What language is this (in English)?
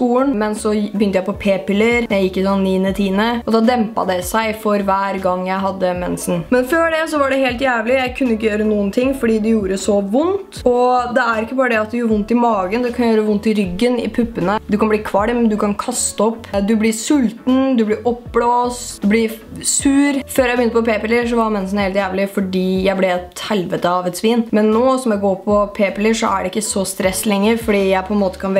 Norwegian